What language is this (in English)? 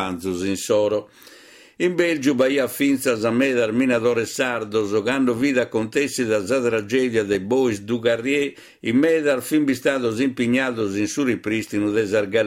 Sardinian